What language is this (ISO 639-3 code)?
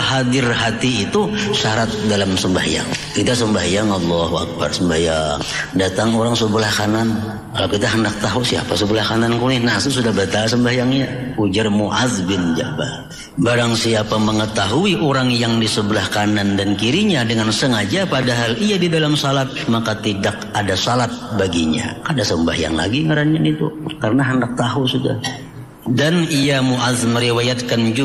bjn